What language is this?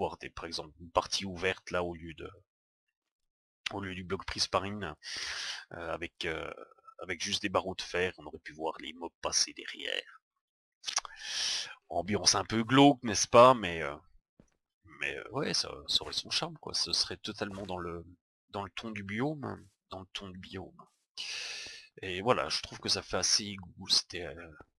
French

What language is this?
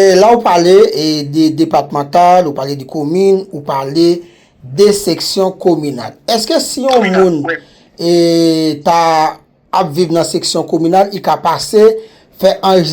Haitian Creole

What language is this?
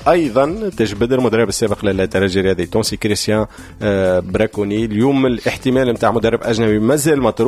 Tunisian Arabic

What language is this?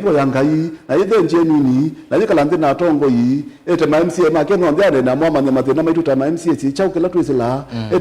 Kamba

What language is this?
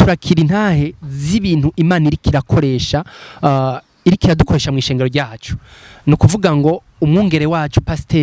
Rundi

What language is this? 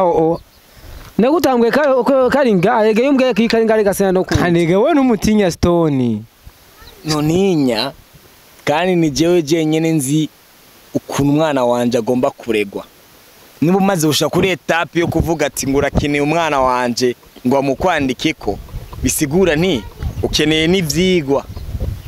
Rundi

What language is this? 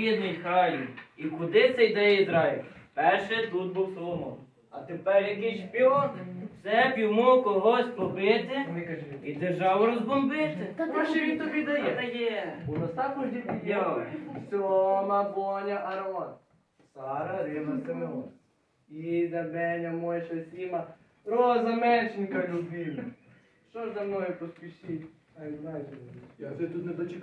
Ukrainian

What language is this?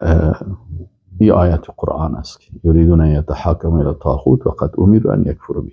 Persian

